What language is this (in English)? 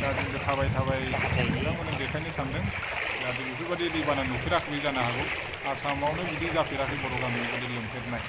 Bodo